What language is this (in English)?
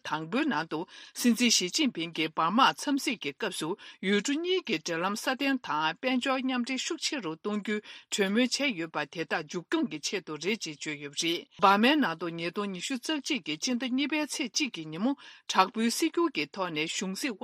Tibetan